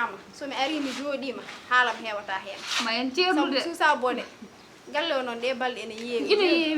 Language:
Fula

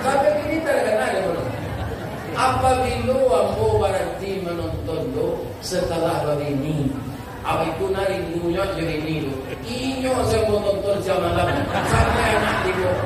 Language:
Minangkabau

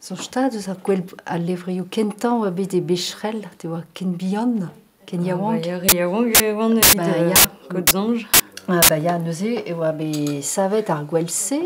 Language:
Breton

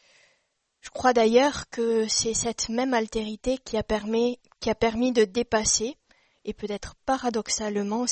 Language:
French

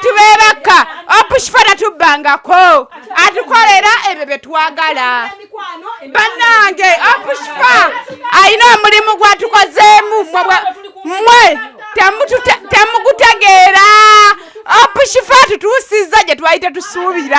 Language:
Ganda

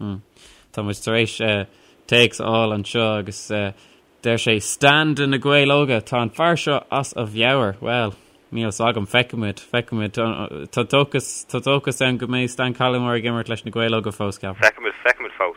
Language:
Irish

